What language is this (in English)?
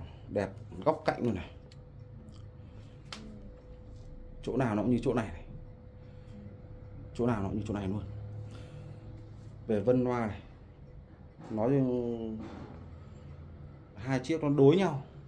Vietnamese